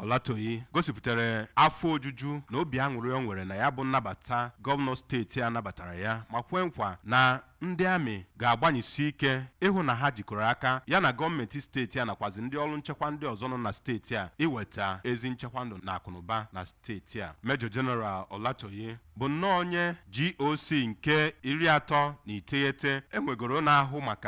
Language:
Igbo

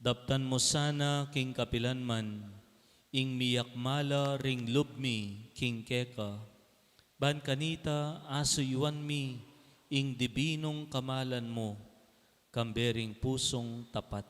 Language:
Pampanga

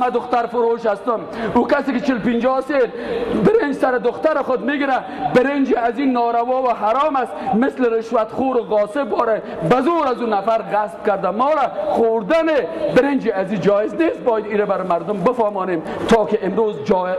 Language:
Tajik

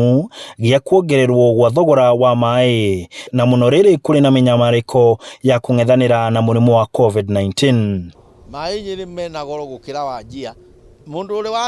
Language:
Kikuyu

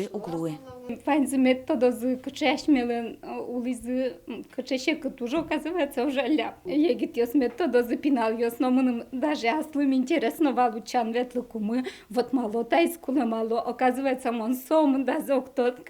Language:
Udmurt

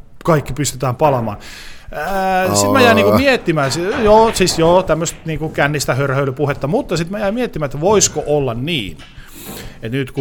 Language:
Finnish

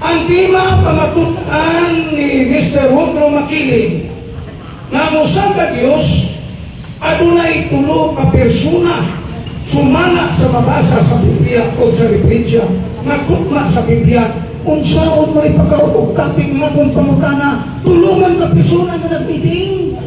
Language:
Cebuano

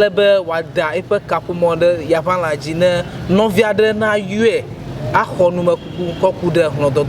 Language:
Ewe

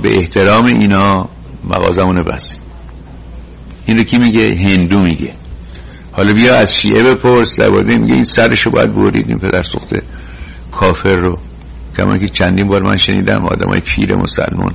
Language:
Persian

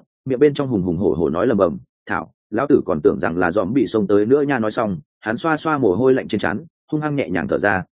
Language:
Vietnamese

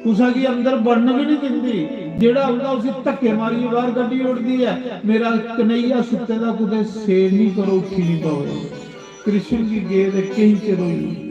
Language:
Dogri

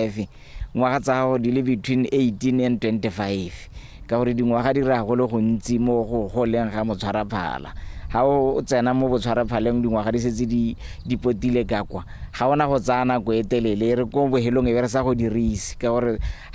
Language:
Tswana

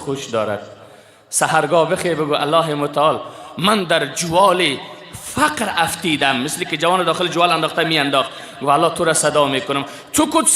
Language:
Persian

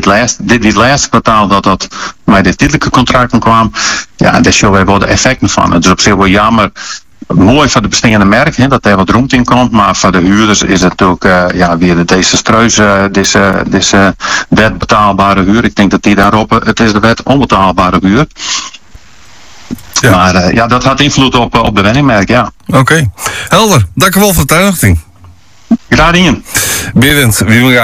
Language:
Dutch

